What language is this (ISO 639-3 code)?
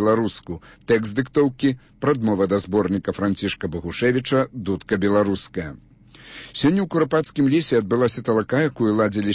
bel